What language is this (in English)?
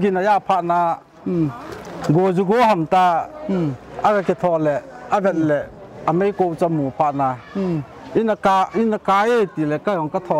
Paite Chin